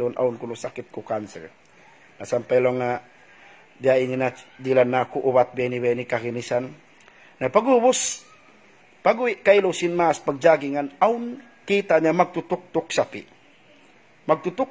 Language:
Tausug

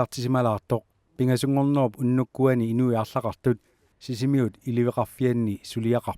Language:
Kalaallisut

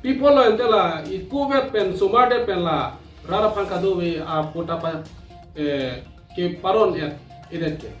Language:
Karbi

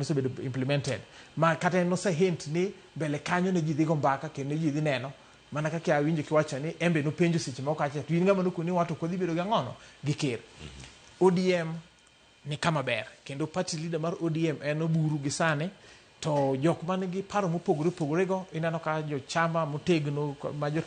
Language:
Luo (Kenya and Tanzania)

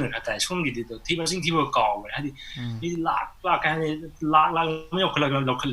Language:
Manipuri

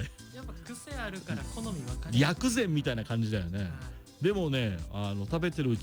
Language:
Japanese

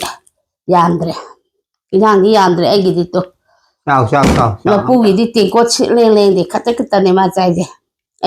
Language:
Manipuri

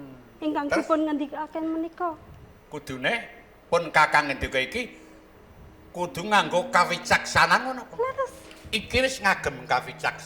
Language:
Javanese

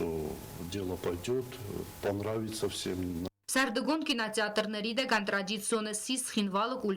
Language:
Ossetic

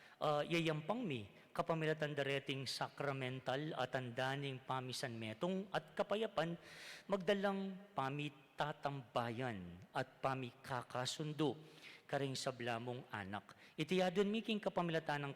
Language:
Pampanga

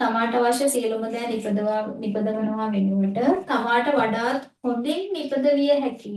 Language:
Sinhala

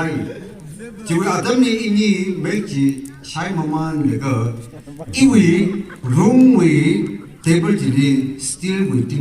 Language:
Tangkhul Naga (India)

